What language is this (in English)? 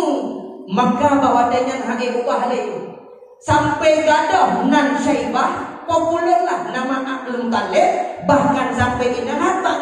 Achinese